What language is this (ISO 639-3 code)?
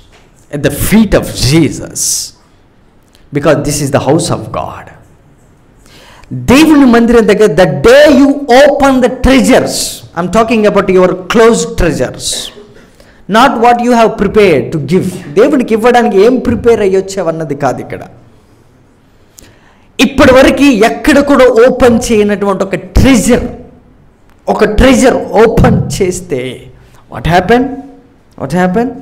tel